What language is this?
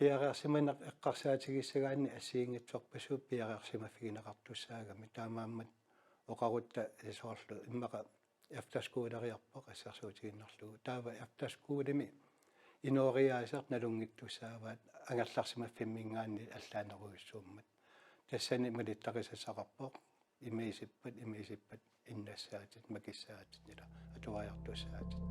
Kalaallisut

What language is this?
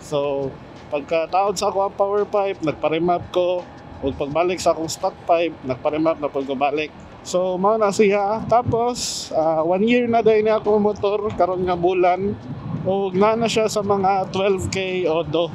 Cebuano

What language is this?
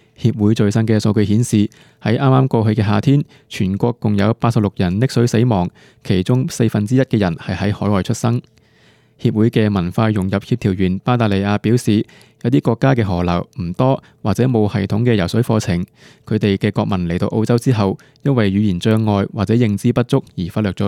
Cantonese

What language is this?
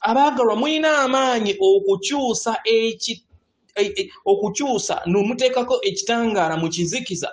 Ganda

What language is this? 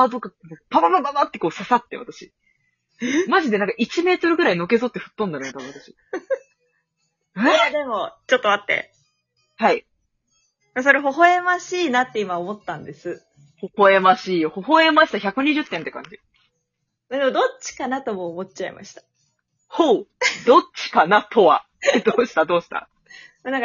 Japanese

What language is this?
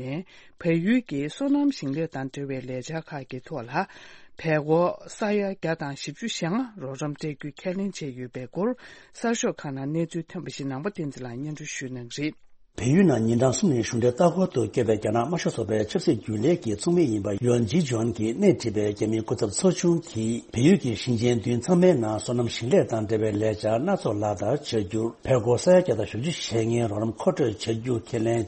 Tibetan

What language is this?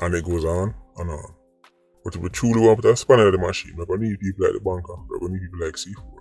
Jamaican Creole English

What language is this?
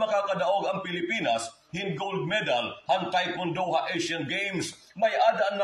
Waray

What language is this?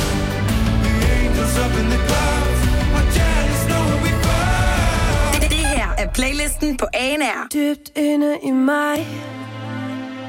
Danish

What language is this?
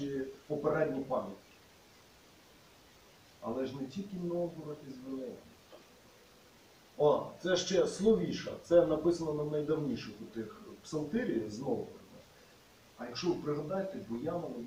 Ukrainian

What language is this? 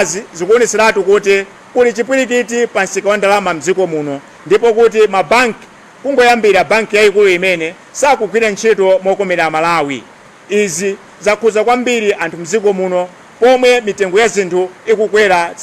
Nyanja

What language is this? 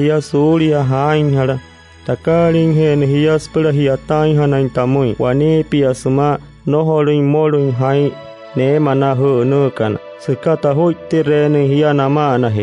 Wayuu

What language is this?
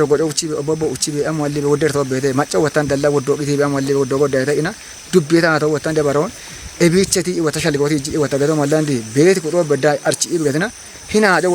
Kafa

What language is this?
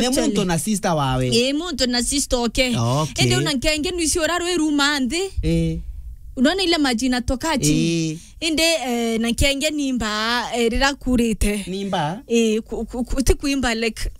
Meru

